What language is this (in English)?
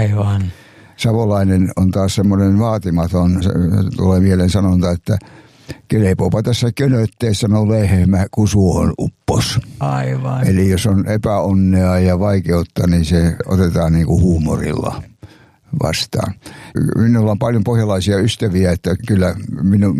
Finnish